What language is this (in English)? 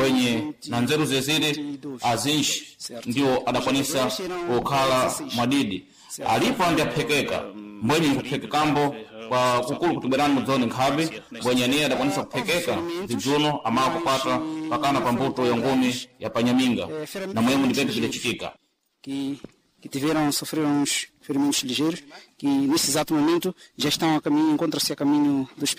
Sena